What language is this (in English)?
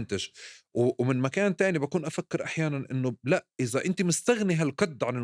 North Levantine Arabic